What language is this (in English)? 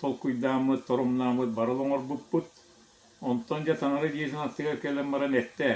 Yakut